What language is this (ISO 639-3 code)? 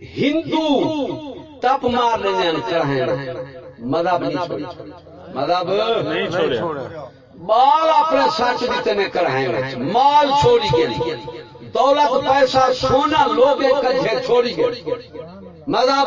skr